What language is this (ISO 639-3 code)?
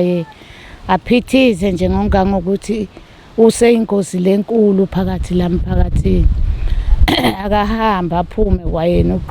zul